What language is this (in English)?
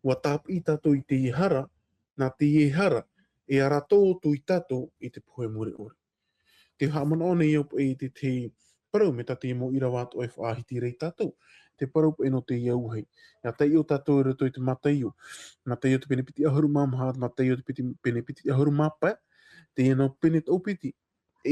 Tahitian